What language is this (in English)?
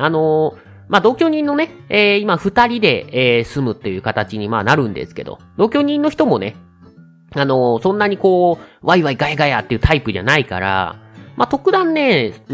Japanese